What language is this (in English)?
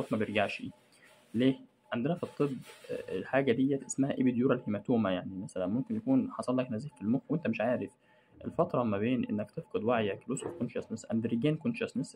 Egyptian Arabic